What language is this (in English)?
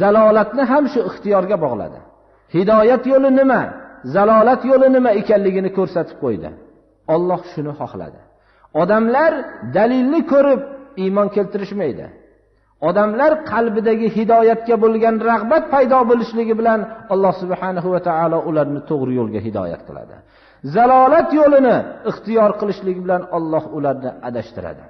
Uzbek